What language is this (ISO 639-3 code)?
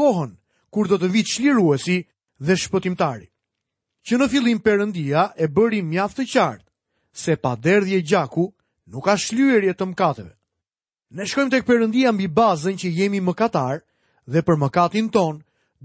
sqi